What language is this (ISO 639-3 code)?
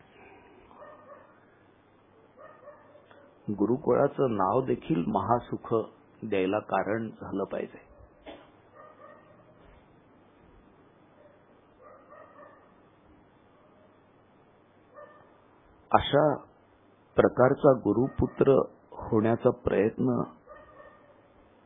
mar